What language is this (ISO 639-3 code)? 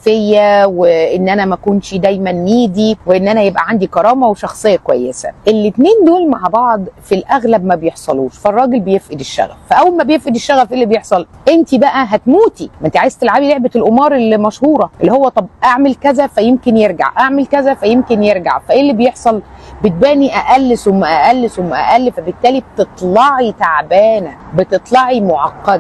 arz